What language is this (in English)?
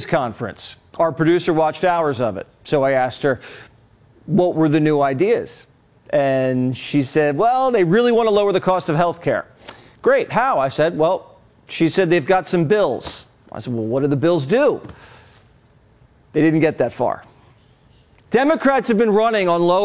English